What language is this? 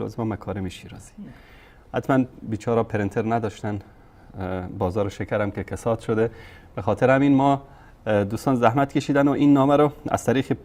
Persian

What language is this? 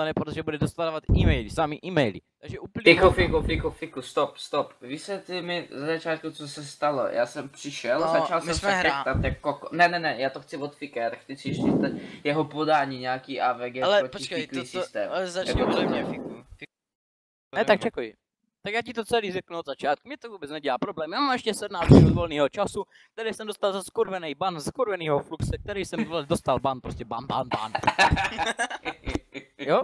Czech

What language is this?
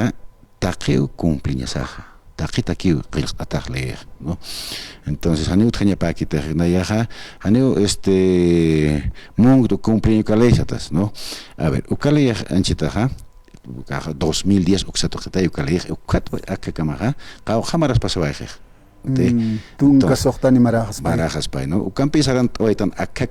Aymara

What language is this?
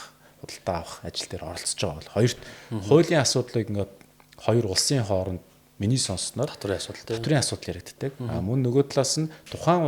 Mongolian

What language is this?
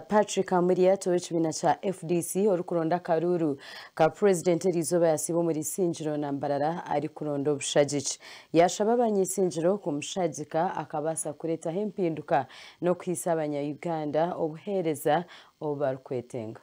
Nyankole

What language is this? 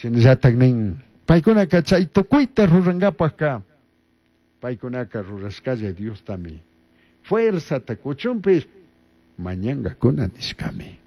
Chimborazo Highland Quichua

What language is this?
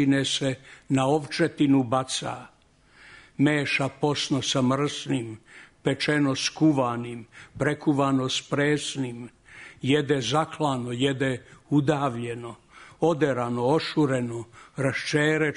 Serbian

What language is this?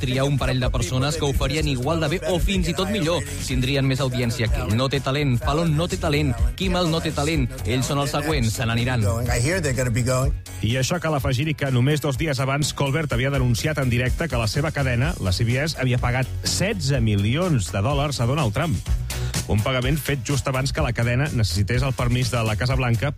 Catalan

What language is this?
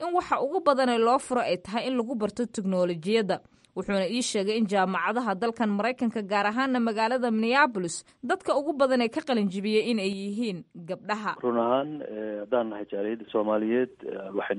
Somali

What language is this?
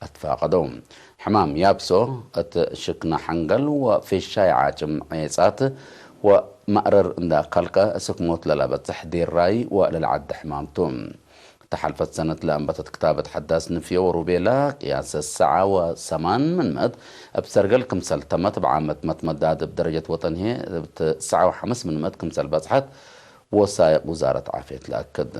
Tigre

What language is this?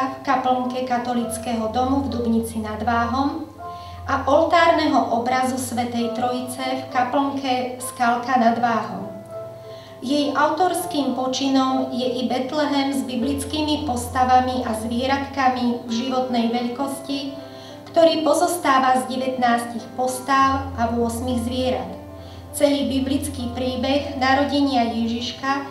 Slovak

